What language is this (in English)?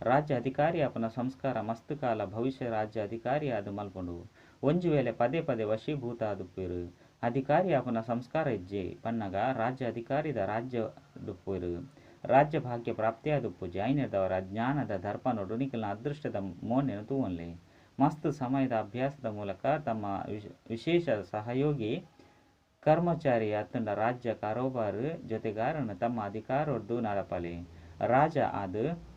Tulu